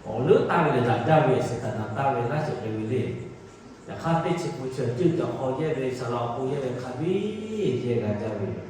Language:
Lahu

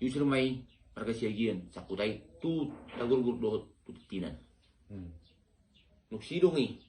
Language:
Batak Toba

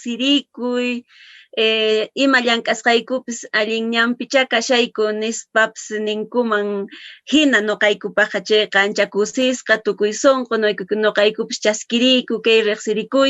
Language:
Quechua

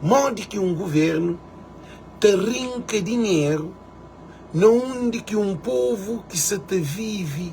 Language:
Kabuverdianu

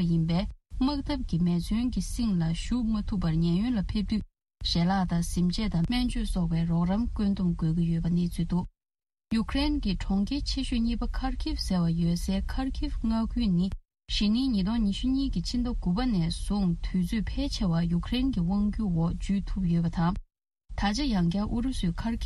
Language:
Tibetan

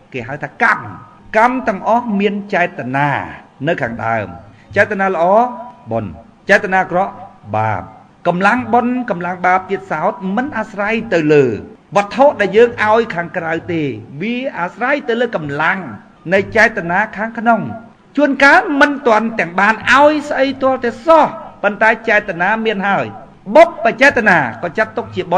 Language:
Khmer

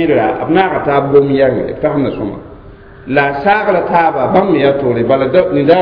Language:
Mossi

